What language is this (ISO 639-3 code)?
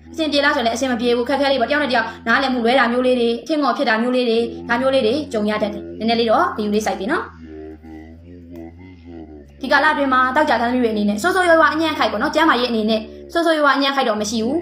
mya